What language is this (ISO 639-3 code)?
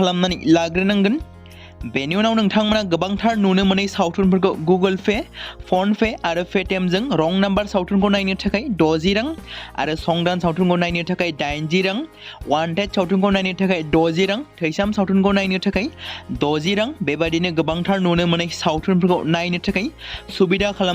brx